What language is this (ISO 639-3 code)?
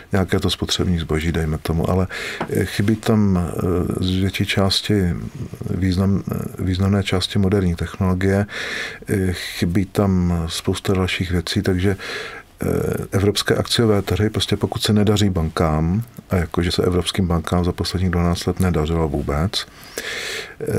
ces